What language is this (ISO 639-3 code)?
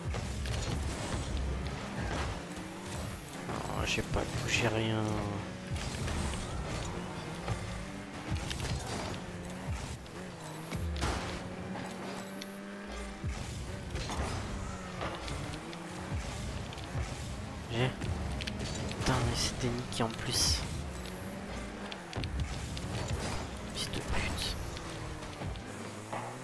fra